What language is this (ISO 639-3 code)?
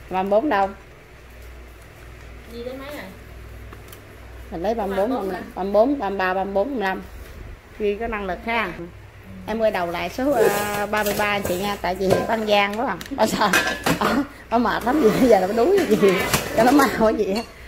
vie